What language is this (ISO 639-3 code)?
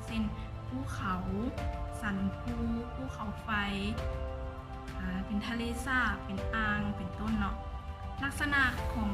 lao